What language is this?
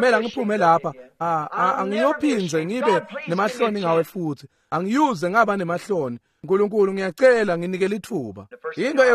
Swati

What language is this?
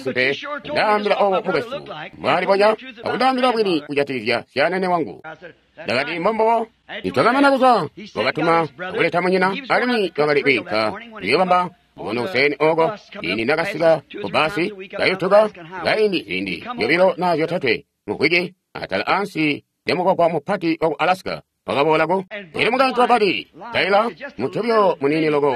Tonga (Zambia)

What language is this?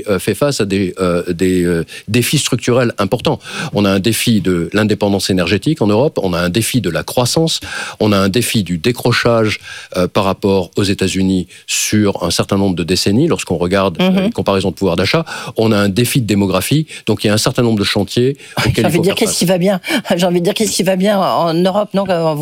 French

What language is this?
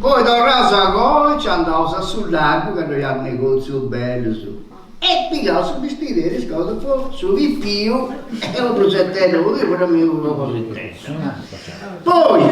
Sardinian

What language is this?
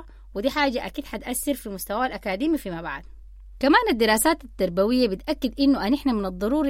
Sudanese Arabic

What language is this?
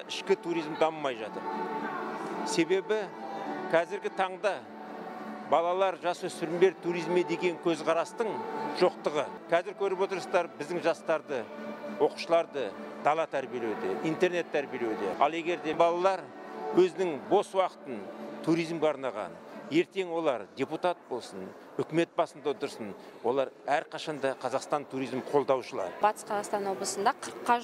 Kazakh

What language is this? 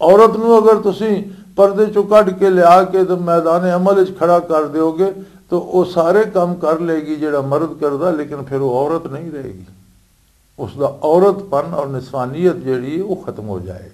Western Panjabi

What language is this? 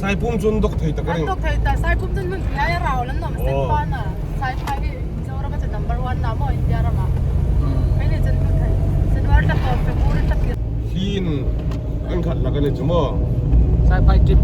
Hmar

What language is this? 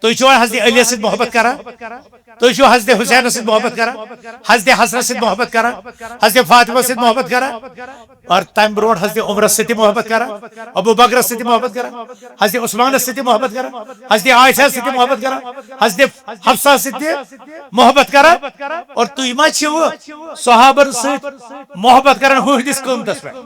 Kashmiri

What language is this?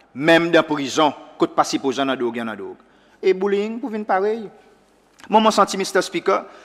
Seselwa Creole French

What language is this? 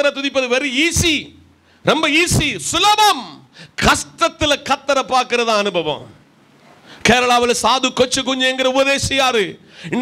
Tamil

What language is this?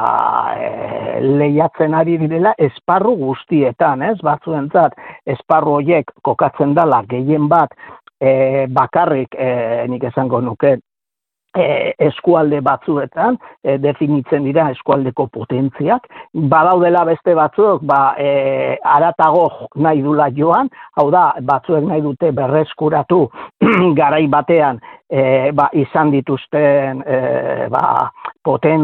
Basque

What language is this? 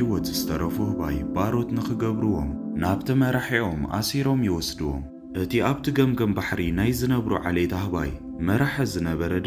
Tigrinya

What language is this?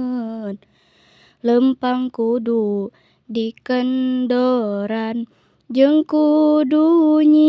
Sundanese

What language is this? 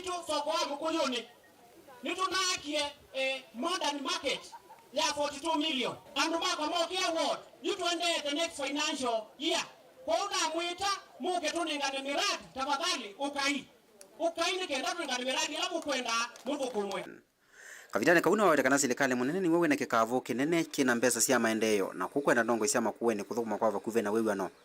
Kamba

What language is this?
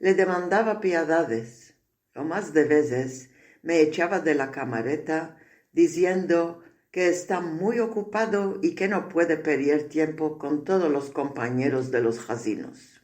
Ladino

